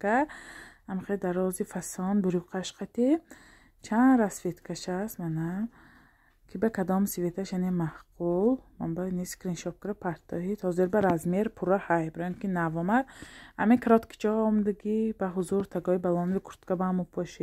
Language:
Tajik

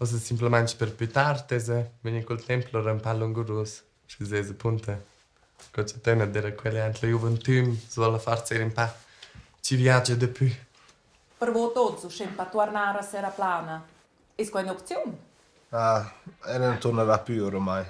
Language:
Romansh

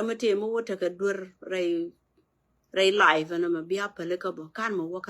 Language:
Nuer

